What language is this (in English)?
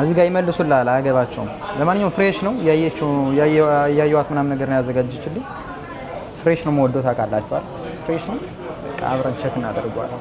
Amharic